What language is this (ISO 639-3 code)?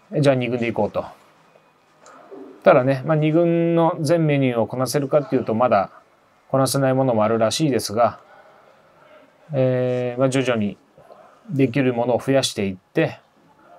jpn